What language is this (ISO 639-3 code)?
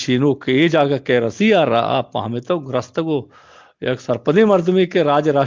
bgp